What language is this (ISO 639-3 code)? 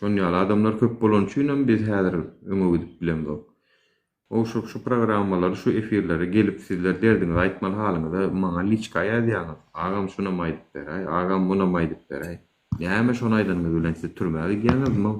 tuk